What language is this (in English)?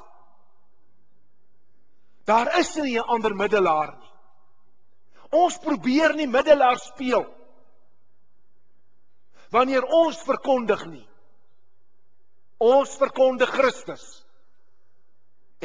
Afrikaans